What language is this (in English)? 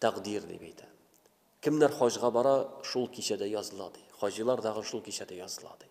Tatar